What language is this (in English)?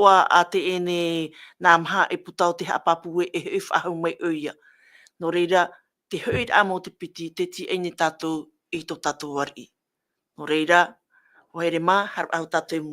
Tahitian